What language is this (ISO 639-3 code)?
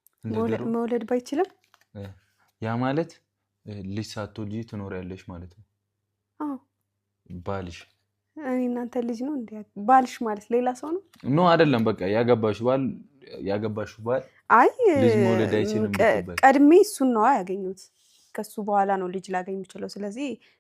amh